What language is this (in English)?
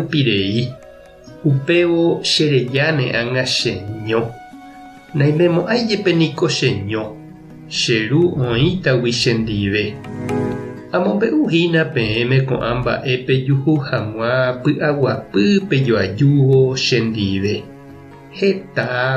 Guarani